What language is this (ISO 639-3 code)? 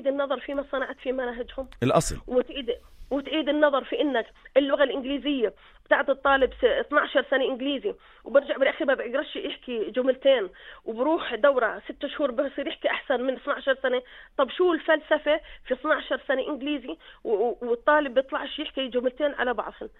apc